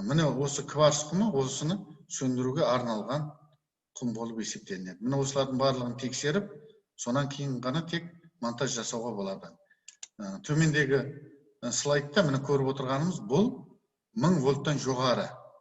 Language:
Kazakh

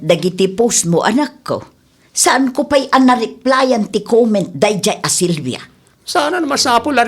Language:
Iloko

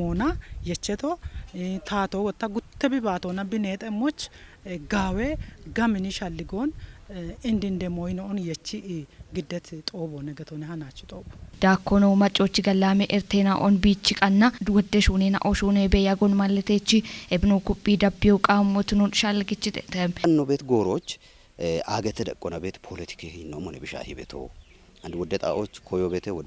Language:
Kafa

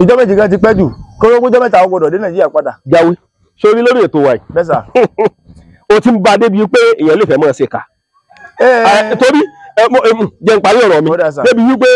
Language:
Yoruba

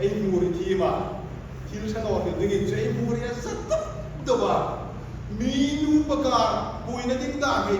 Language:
Hmar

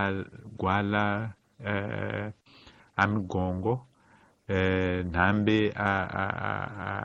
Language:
Tsonga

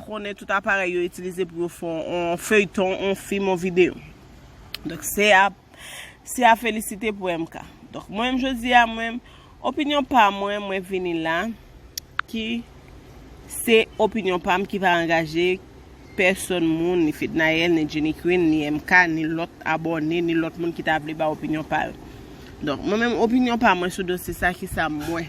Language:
Haitian Creole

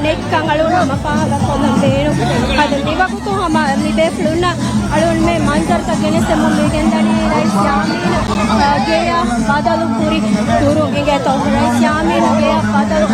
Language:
Divehi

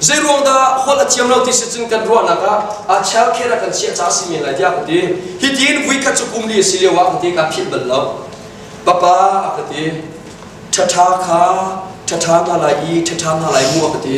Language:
Hakha Chin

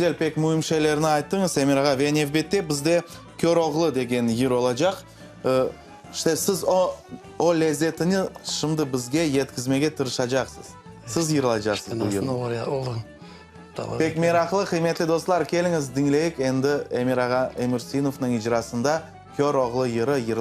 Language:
Crimean Tatar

